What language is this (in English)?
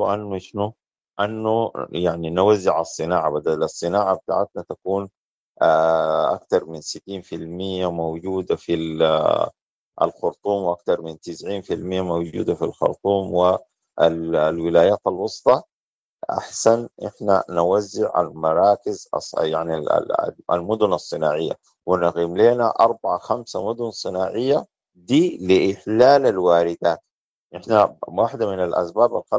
Sudanese Arabic